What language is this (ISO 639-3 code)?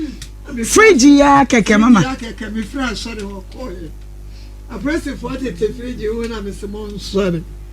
aka